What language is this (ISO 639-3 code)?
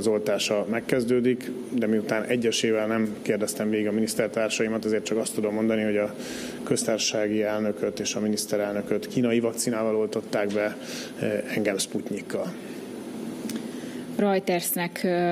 hun